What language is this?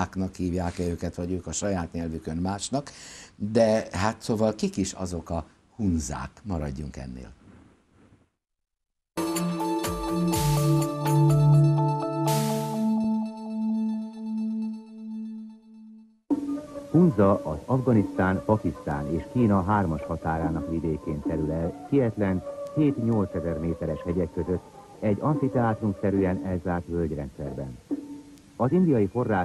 Hungarian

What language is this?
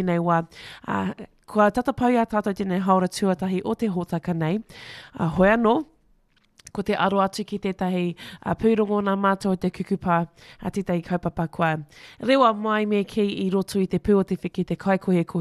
Māori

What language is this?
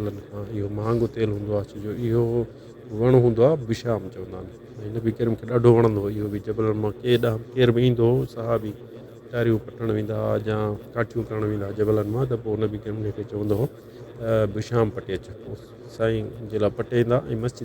Sindhi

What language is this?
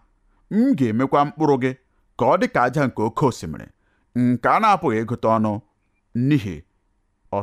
Igbo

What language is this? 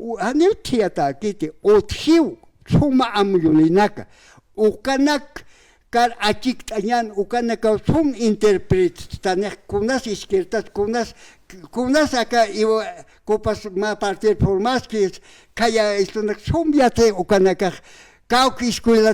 Aymara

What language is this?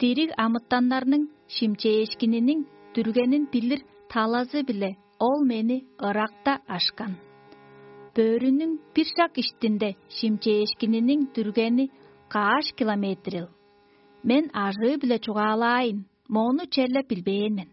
Tuvinian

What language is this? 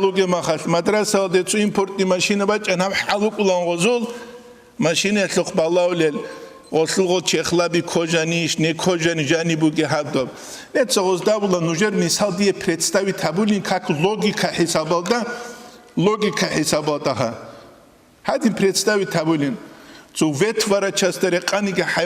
Avaric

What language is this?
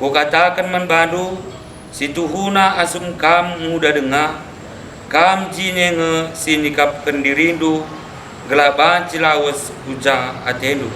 Batak Karo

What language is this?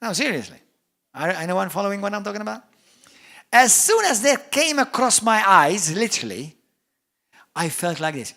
English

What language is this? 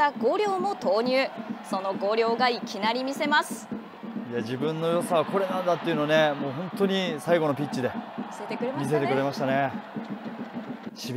Japanese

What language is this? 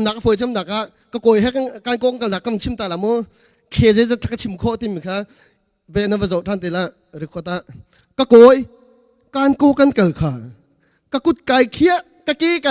Hakha Chin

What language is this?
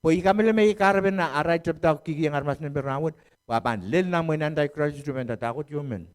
Pohnpeian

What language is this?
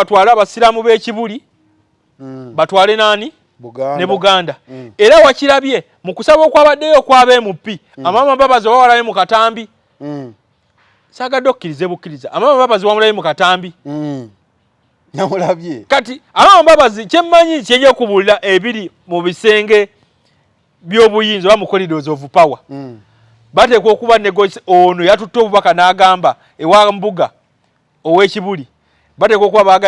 Ganda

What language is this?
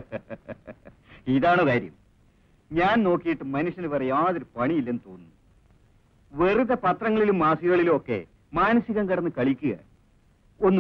Malayalam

